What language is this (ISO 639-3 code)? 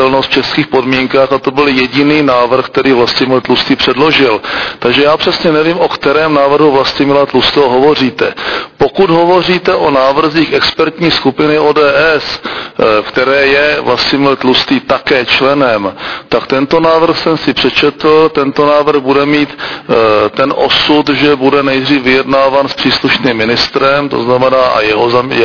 ces